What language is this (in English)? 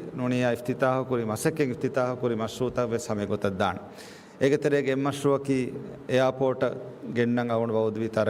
Divehi